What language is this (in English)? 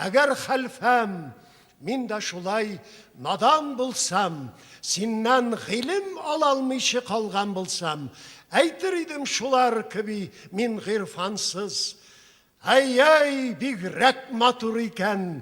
Tatar